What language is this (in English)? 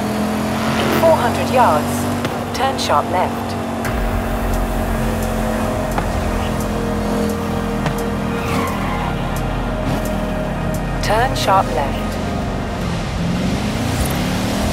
English